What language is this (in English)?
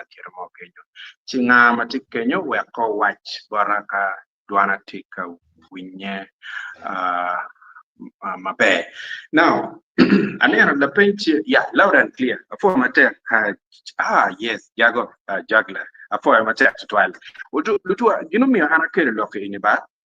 Acoli